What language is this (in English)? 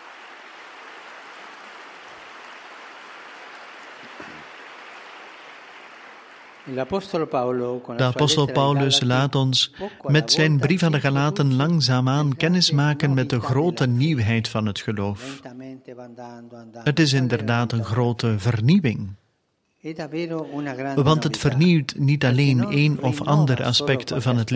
Dutch